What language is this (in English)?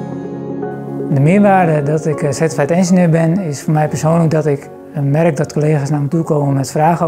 Dutch